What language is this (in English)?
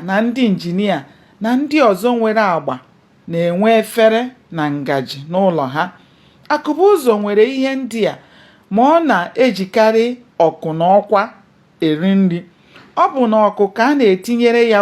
Igbo